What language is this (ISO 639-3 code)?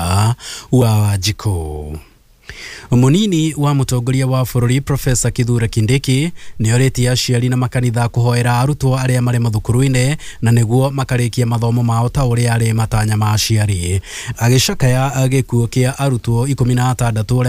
kik